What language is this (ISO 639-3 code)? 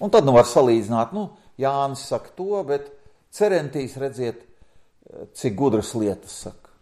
lav